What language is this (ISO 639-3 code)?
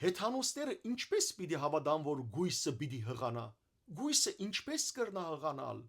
hyw